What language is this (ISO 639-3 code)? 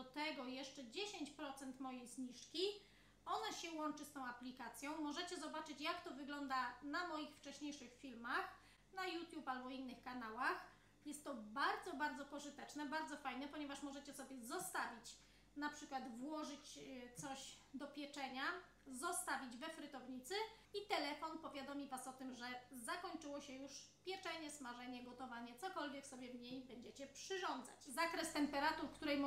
pol